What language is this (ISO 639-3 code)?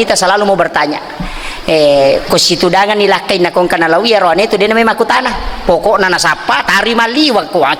bug